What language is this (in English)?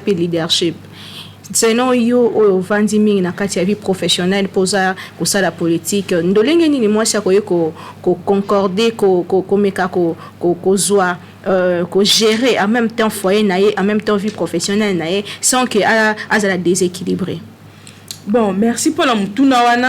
Lingala